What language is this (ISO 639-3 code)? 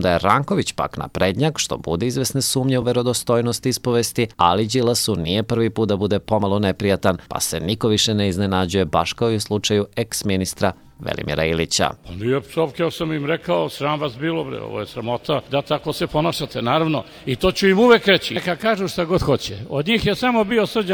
srp